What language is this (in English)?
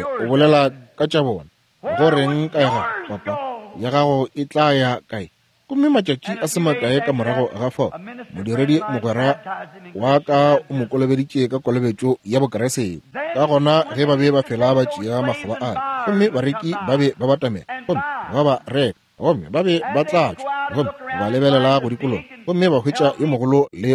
Northern Sotho